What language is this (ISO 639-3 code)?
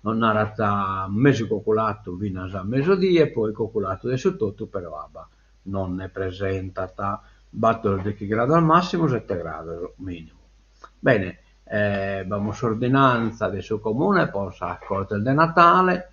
srd